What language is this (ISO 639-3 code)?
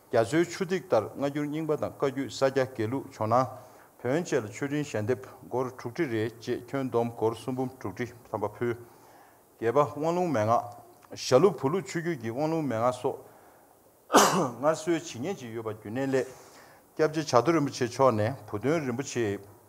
bod